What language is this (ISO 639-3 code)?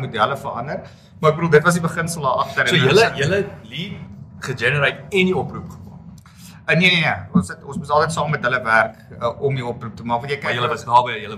afr